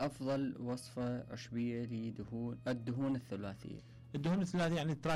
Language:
Mesopotamian Arabic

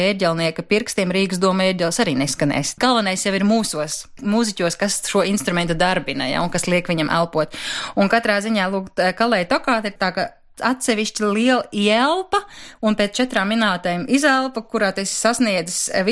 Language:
Latvian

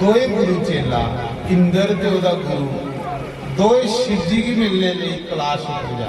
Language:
Dogri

